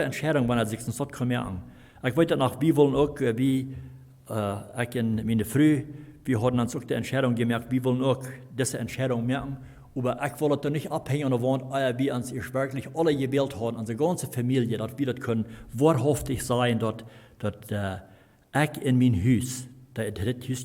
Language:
Plautdietsch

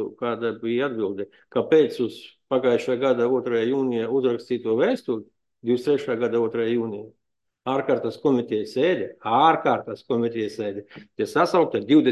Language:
Latvian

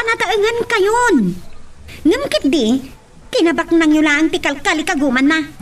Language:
Iloko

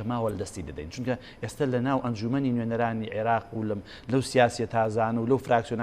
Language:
Central Kurdish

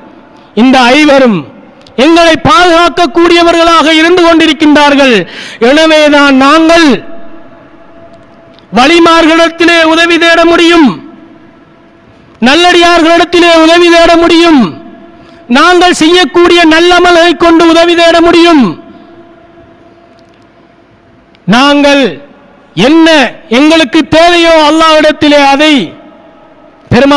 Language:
Tamil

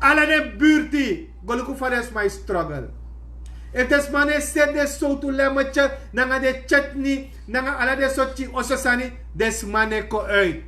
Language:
Sranan Tongo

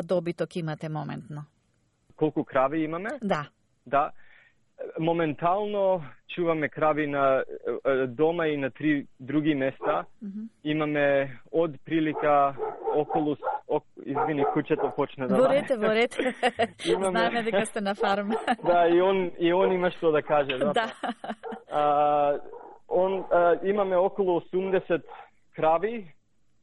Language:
Macedonian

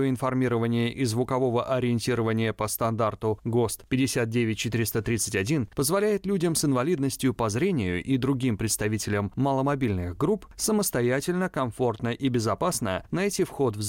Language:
Russian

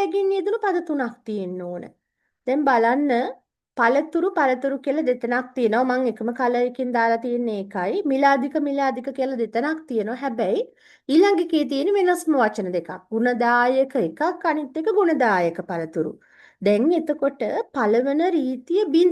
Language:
Sinhala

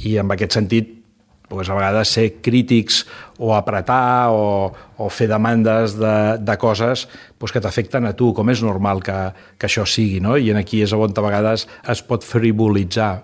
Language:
Catalan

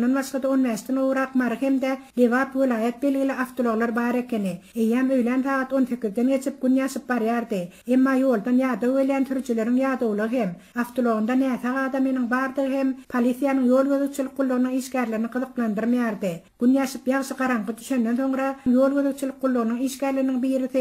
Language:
Turkmen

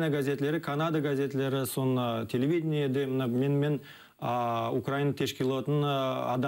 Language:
Crimean Tatar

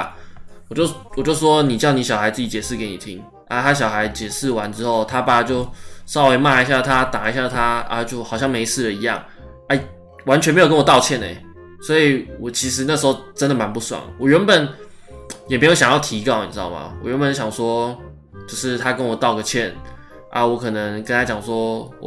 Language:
Chinese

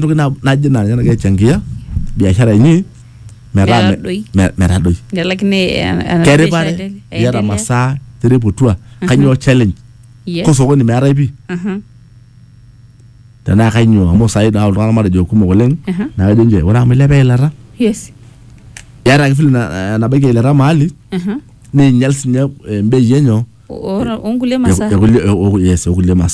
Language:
Masai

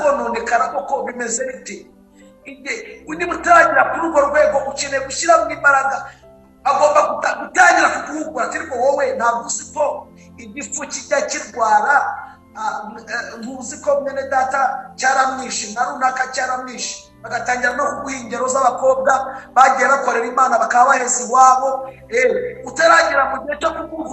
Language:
Kinyarwanda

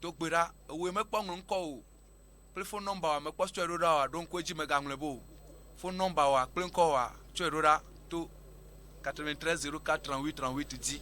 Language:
Ewe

